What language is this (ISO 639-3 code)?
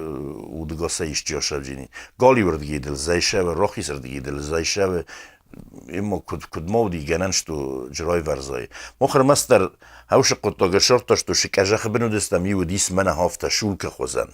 oss